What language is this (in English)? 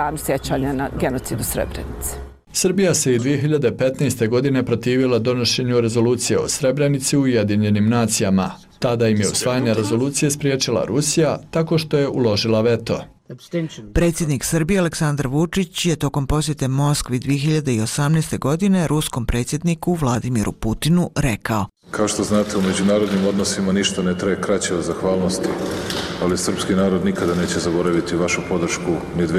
Bosnian